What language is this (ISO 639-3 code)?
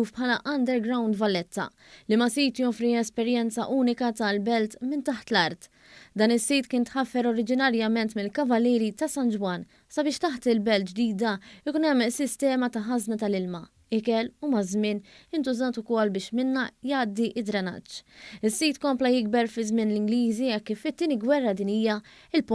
mlt